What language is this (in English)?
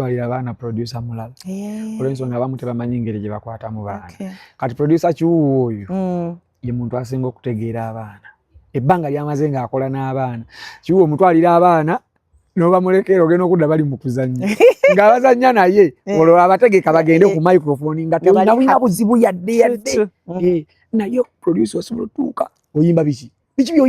Ganda